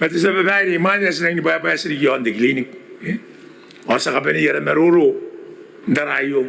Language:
Gilbertese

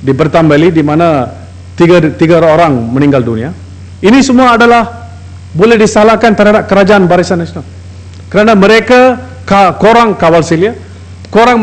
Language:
Malay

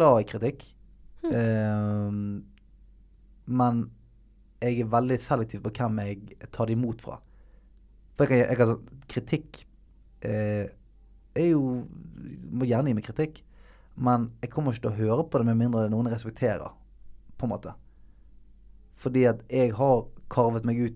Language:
Norwegian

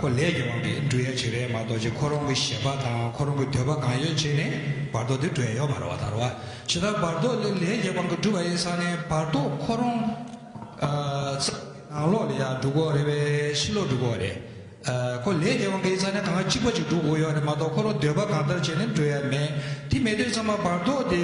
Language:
Tibetan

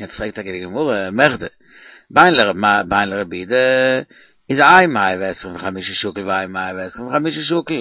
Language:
Yiddish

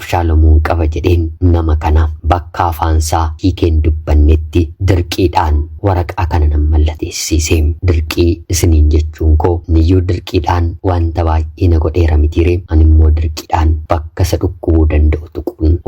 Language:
Oromo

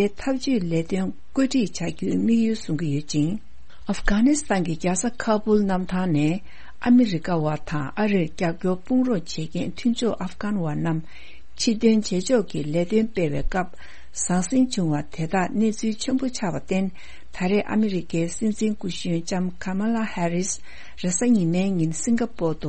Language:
Tibetan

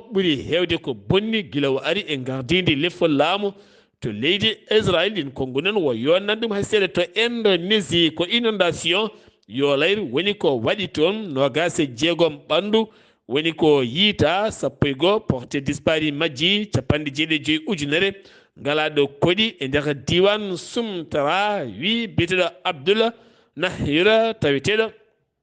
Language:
Fula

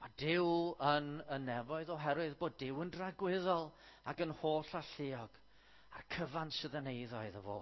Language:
Welsh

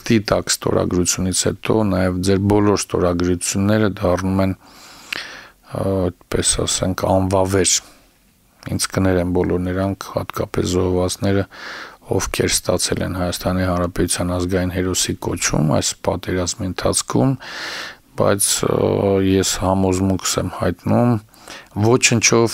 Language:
Armenian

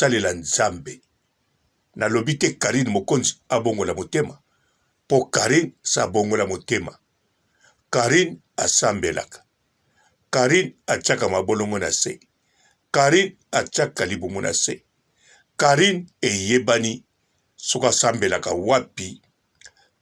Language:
Lingala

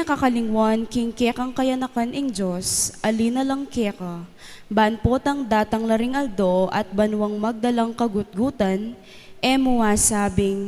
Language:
Pampanga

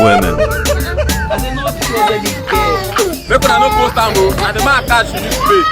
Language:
Nigerian Pidgin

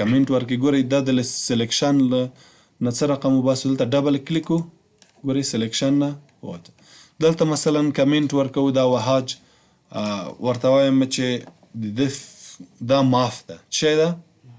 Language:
Pashto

